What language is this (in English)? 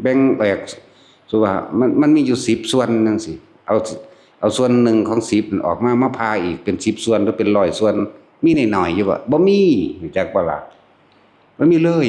Northeastern Thai